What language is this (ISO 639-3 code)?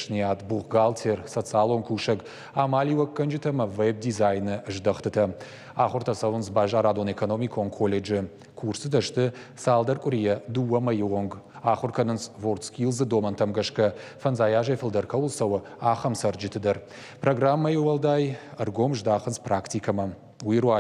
oss